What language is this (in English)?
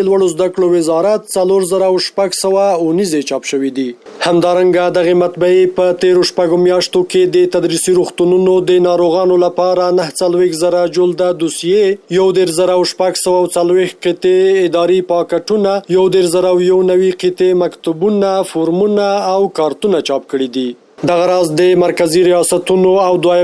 Pashto